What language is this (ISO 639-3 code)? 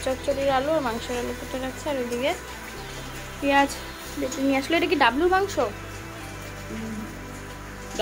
ben